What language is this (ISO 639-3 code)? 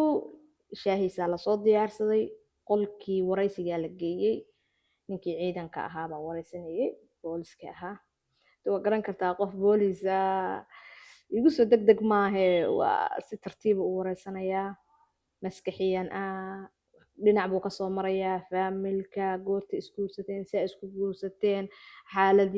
som